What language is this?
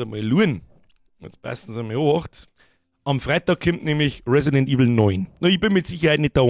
Bavarian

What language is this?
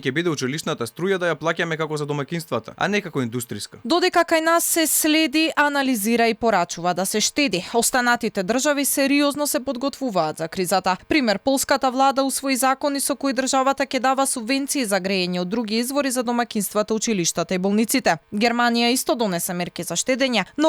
Macedonian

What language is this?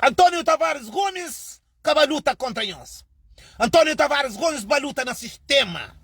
Kabuverdianu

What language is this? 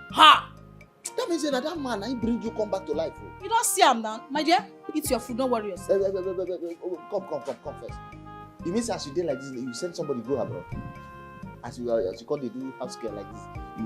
Nigerian Pidgin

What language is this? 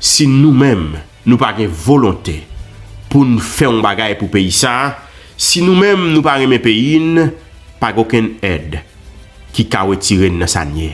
Haitian Creole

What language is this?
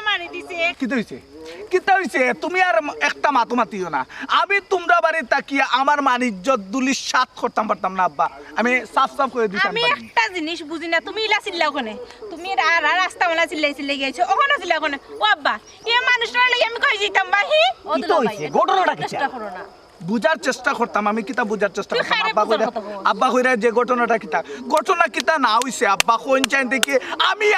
Sylheti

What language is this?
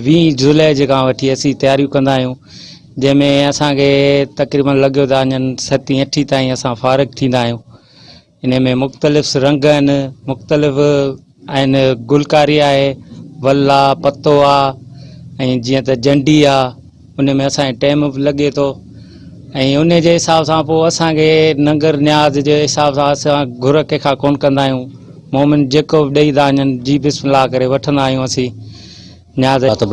Sindhi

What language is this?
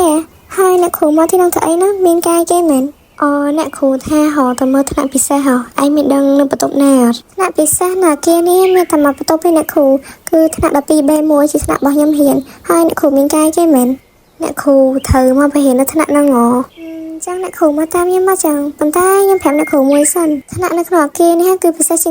Khmer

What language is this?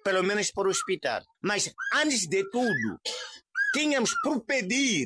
Tsonga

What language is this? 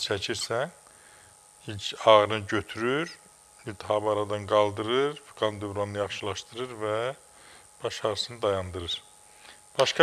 Azerbaijani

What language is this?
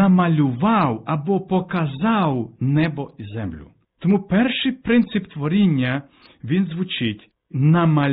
Ukrainian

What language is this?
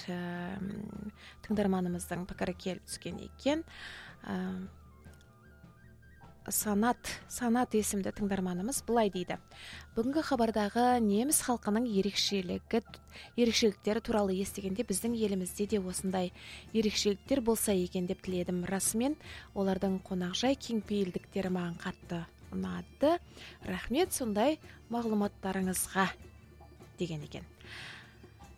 Kazakh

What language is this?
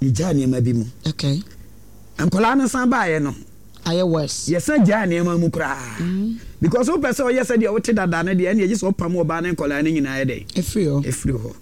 Akan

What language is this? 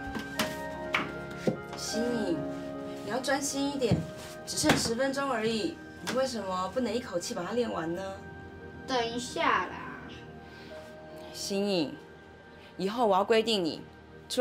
Chinese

